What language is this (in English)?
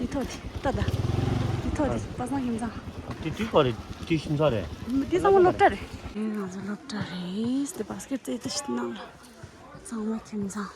Tibetan